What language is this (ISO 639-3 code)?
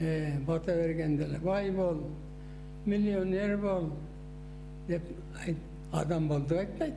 kir